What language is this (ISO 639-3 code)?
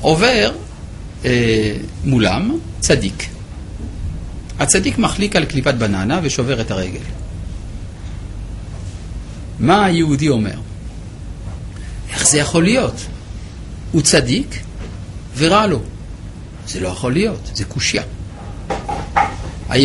heb